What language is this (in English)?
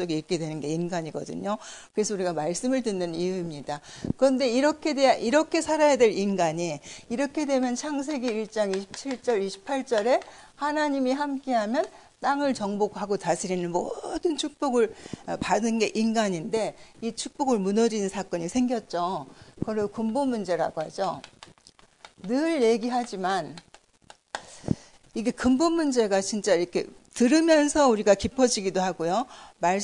Korean